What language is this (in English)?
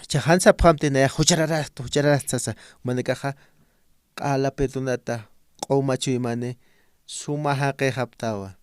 Aymara